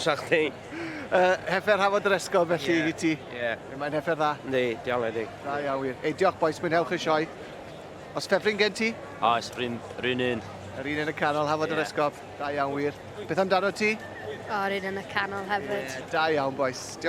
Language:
Welsh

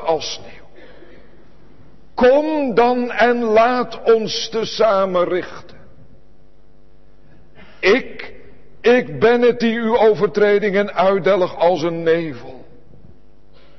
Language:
Dutch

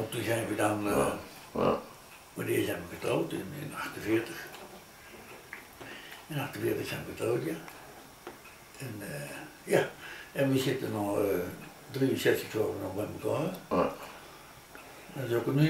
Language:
Dutch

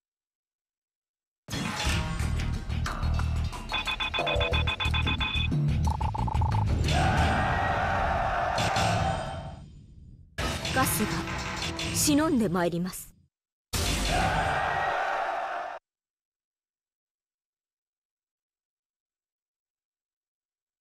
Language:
Japanese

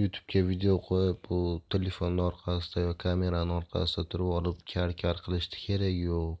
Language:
Uzbek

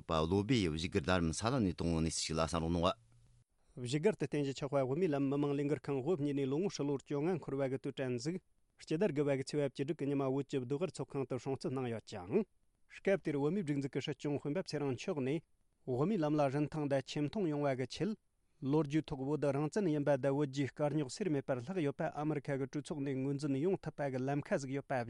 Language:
Tibetan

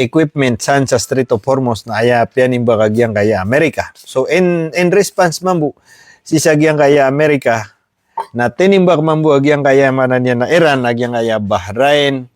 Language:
Maranao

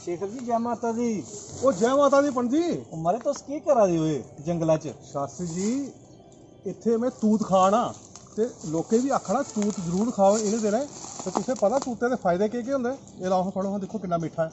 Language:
Dogri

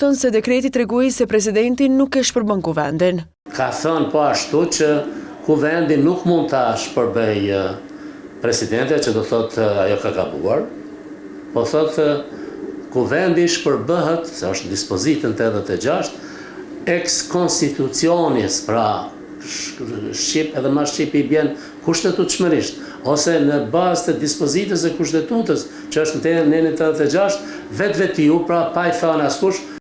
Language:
Albanian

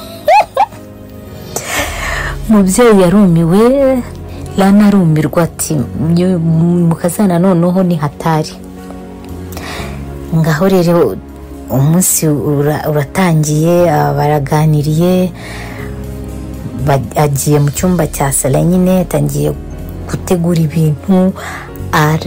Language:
Kinyarwanda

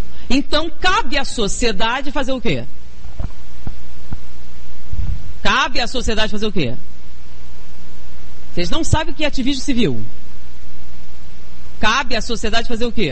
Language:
Portuguese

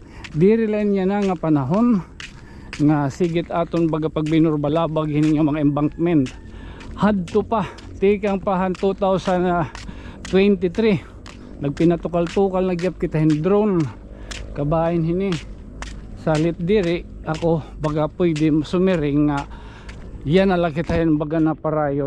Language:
Waray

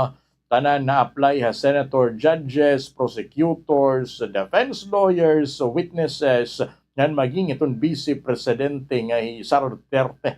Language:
Waray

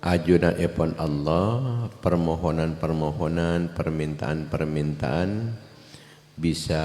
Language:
Madurese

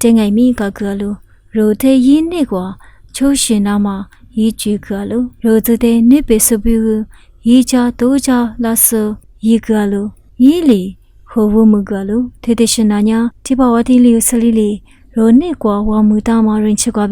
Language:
Lisu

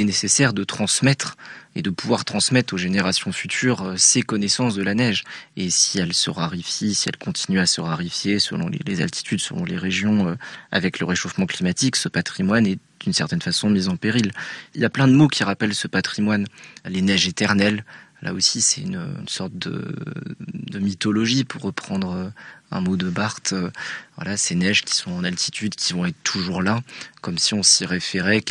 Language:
French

